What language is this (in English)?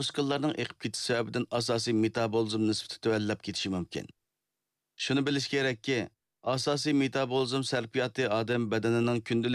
Uyghur